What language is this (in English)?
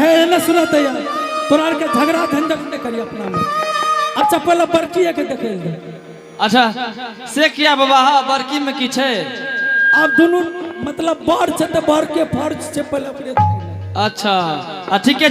Angika